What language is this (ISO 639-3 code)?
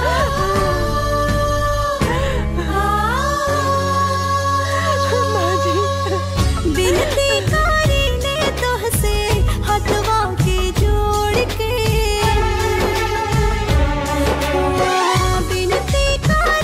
bho